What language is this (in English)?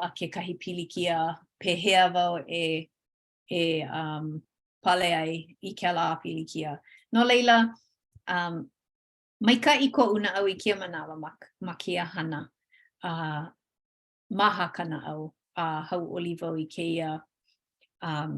Hawaiian